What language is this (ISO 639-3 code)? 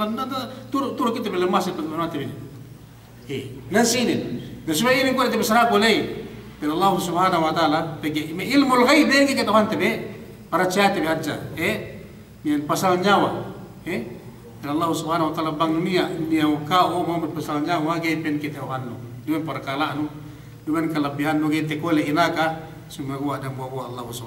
yka